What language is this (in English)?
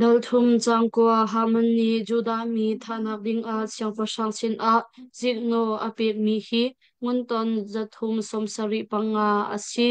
Hakha Chin